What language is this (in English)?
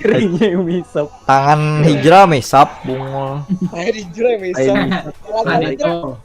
Banjar